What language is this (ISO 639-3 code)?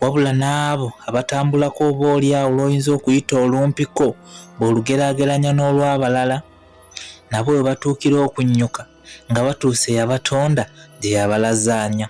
lug